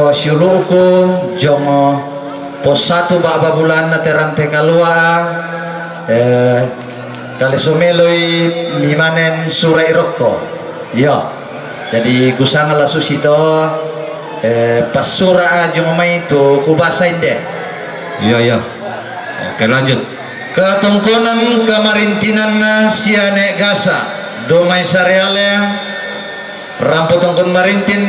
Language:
Toraja-Sa'dan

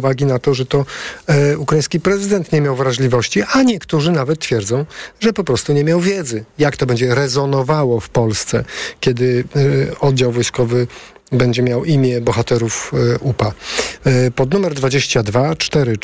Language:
Polish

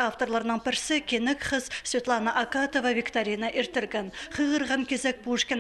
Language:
Khakas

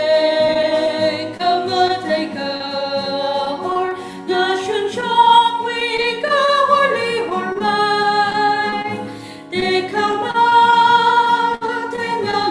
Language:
Tangkhul Naga (India)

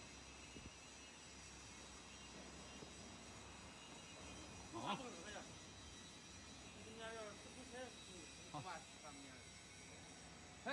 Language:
Chinese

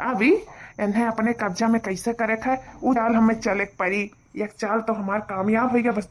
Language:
Awadhi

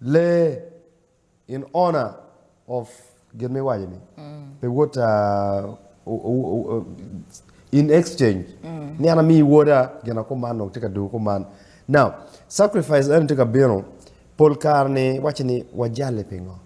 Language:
Acoli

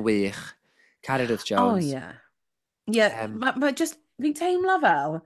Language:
Welsh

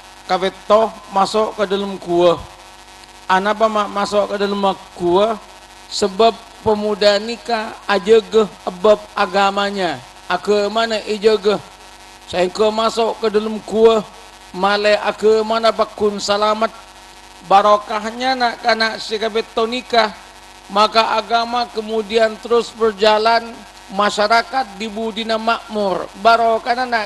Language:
Madurese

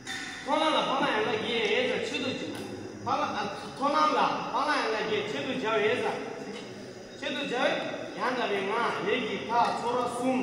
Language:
Tibetan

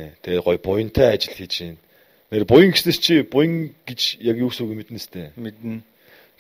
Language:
Mongolian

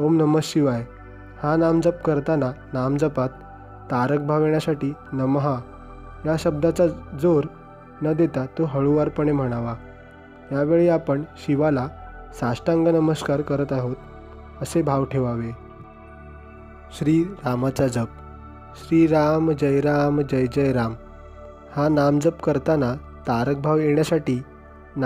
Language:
Marathi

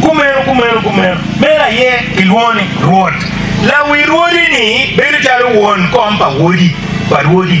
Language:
Acoli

